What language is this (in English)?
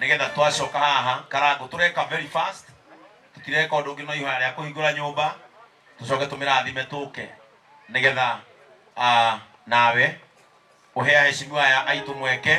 Kikuyu